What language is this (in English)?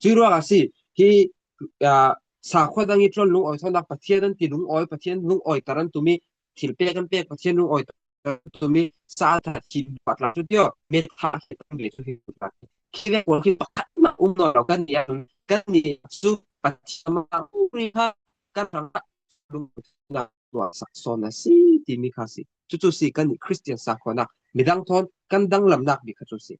Falam Chin